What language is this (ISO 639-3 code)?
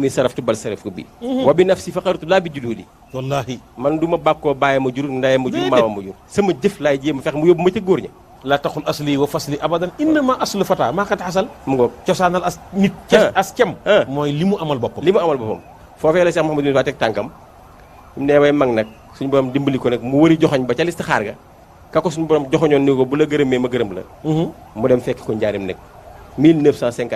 wol